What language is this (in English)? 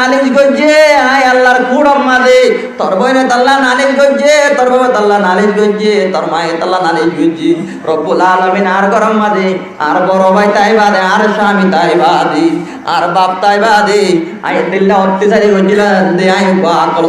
Rohingya